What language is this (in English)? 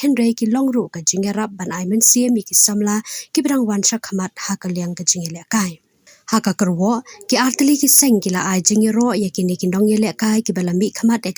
Khasi